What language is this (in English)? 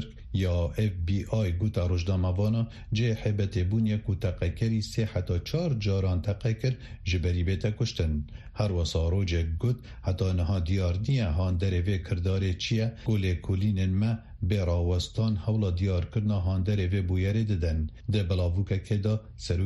Kurdish